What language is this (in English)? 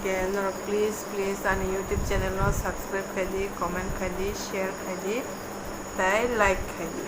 Kok Borok